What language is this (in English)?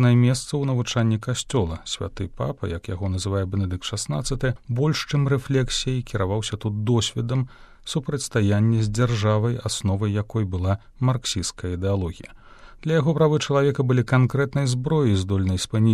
Belarusian